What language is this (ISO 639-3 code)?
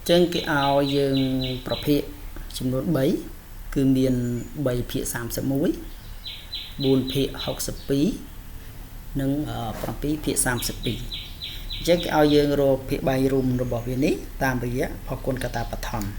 khm